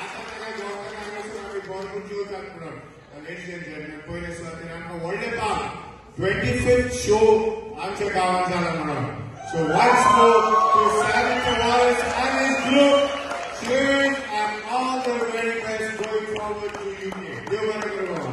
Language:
Konkani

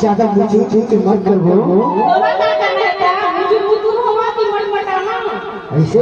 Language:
Chhattisgarhi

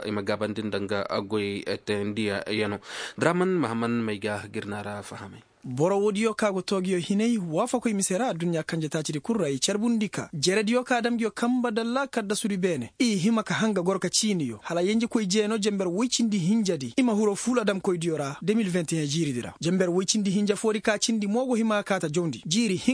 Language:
Koyraboro Senni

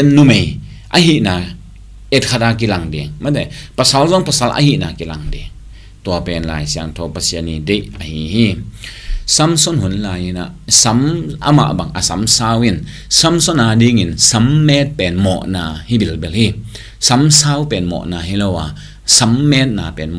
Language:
Tedim Chin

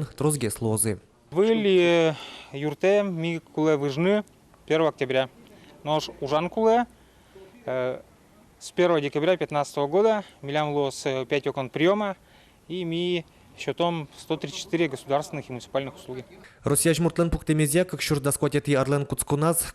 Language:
Udmurt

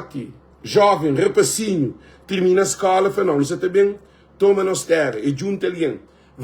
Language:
Kabuverdianu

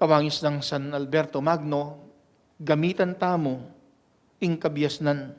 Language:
Pampanga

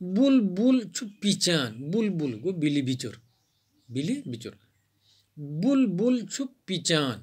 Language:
Kashmiri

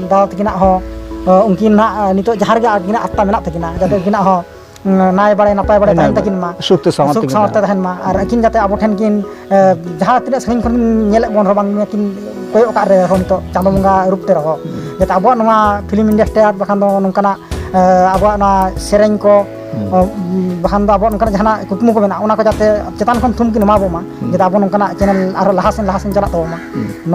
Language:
Santali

